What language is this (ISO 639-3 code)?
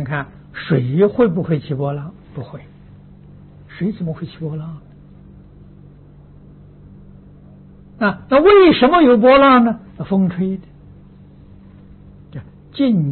zho